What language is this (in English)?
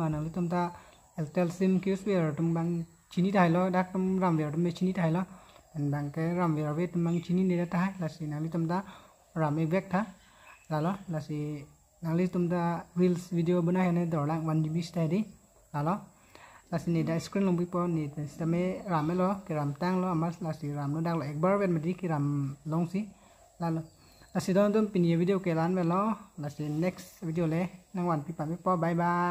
Karbi